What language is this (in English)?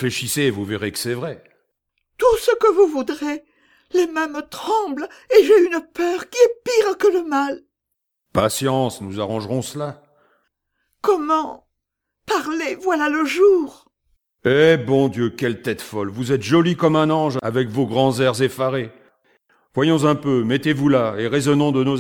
French